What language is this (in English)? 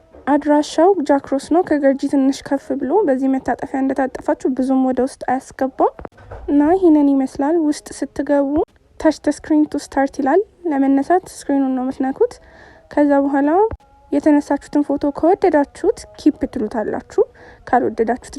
Amharic